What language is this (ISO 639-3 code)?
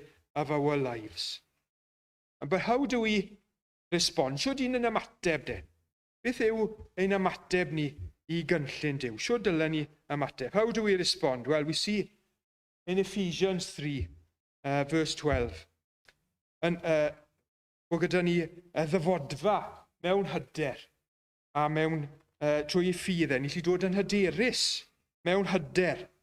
cym